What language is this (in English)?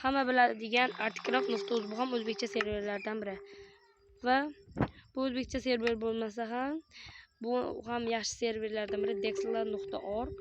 Uzbek